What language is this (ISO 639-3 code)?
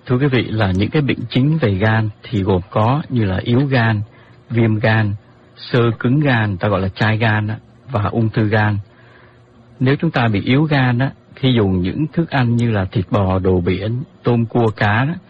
vie